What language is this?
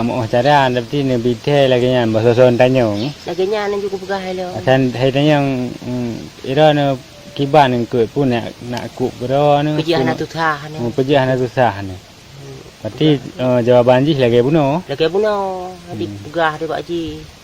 Achinese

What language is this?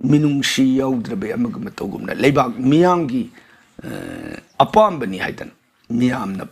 Manipuri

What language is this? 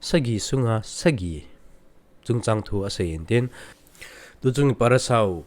Thado Chin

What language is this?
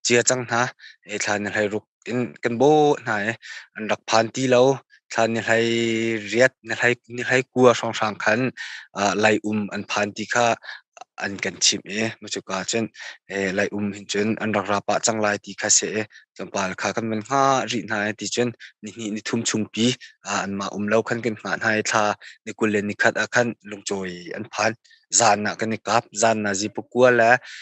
Hakha Chin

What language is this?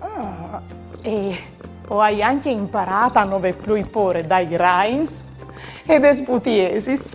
Friulian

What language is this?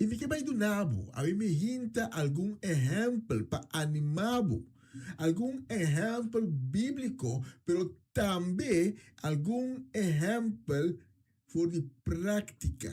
Papiamento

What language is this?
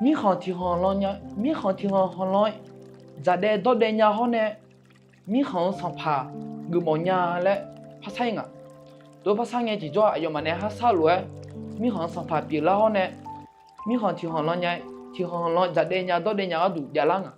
Akha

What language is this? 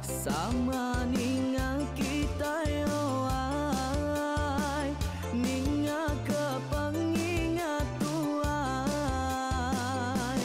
Iban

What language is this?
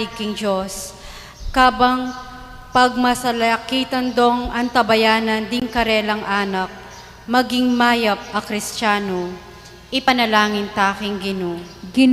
Pampanga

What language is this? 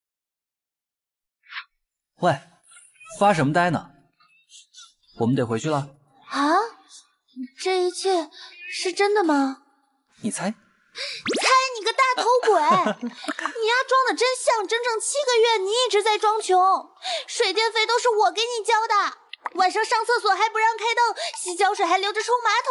Chinese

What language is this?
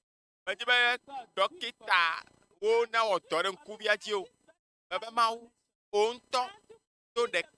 Ewe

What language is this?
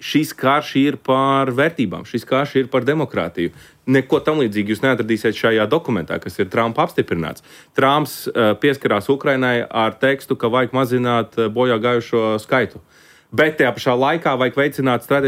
Latvian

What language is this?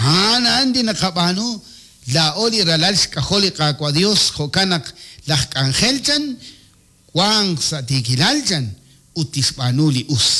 Kekchí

